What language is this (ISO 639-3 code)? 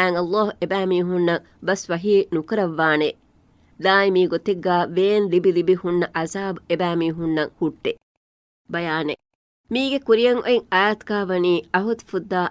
div